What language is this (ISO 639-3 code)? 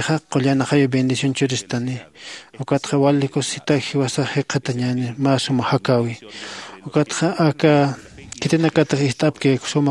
aym